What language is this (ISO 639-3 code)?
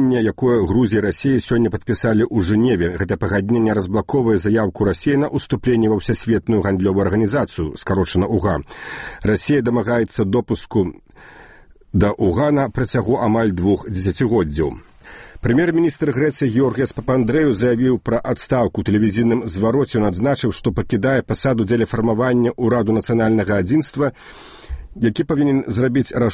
bel